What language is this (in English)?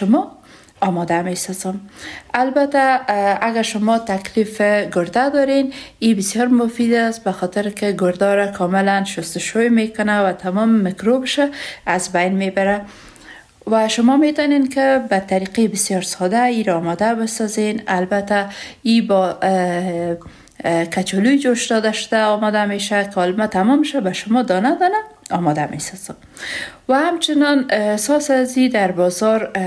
Persian